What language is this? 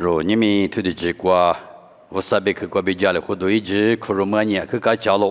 Lisu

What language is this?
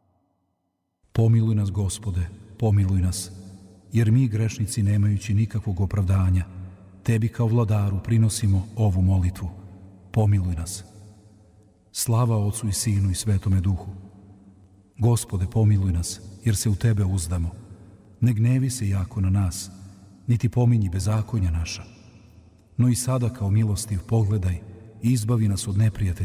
Serbian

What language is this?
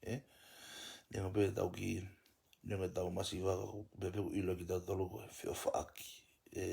Tongan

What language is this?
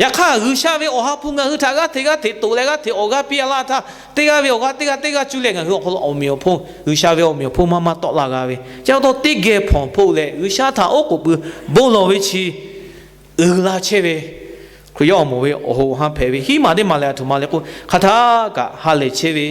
Lahu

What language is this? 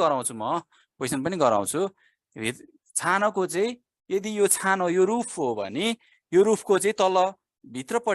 Nepali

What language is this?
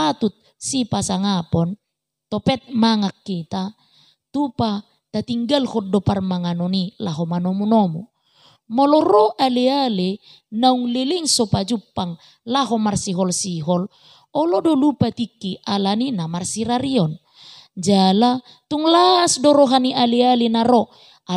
Batak Toba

